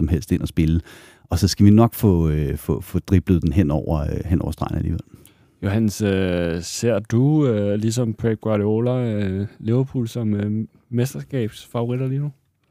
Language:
Danish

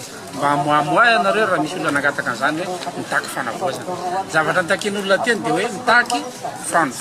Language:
Malagasy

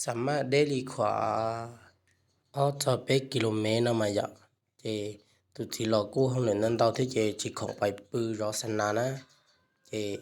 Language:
Hmong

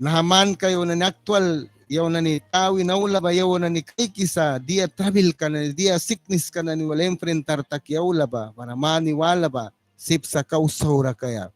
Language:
Mískito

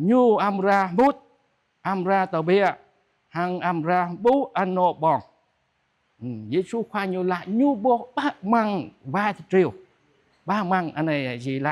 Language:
Jarai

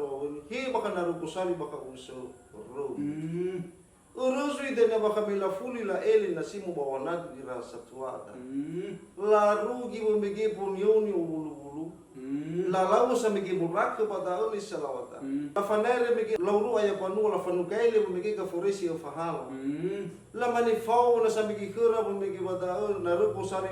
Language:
Nias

